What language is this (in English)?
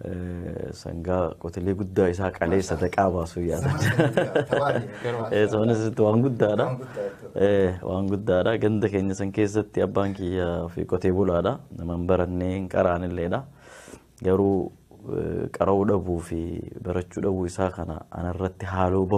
Oromo